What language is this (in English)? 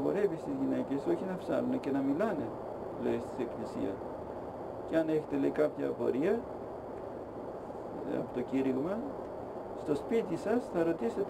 Greek